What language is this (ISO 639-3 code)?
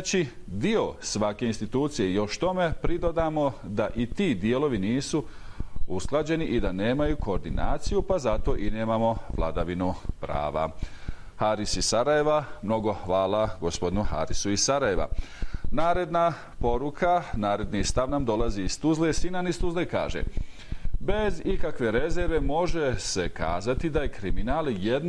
bos